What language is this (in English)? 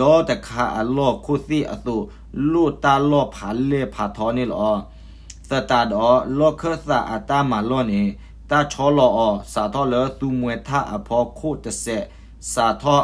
S'gaw Karen